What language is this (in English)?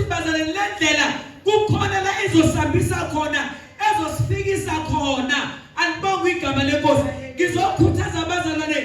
Zulu